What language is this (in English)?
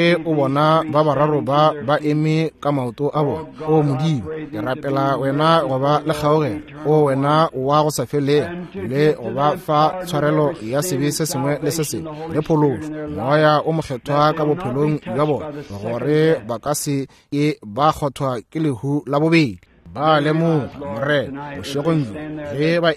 Northern Sotho